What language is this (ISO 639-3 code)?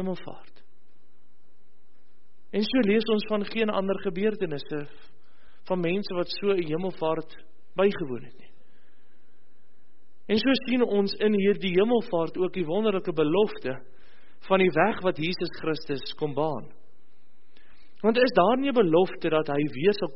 afr